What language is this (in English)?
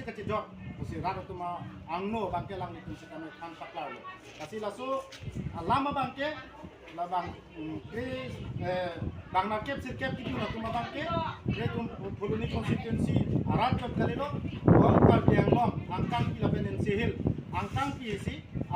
Karbi